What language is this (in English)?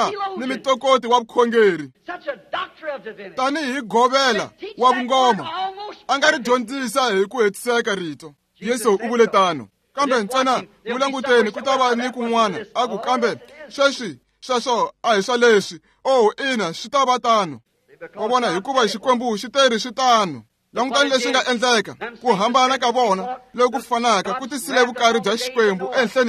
Tsonga